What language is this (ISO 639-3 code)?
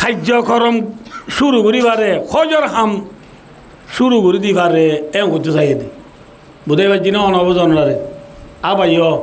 rhg